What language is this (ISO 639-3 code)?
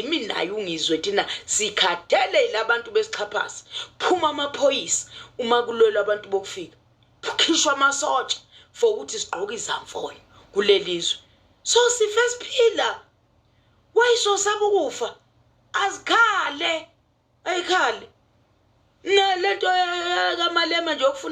zul